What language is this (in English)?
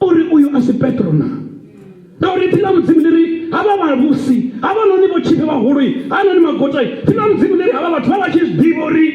Venda